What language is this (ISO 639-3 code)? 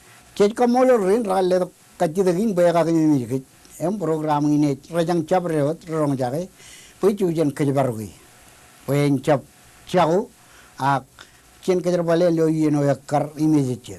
mah